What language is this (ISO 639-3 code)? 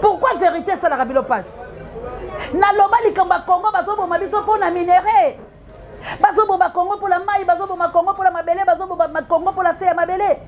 lin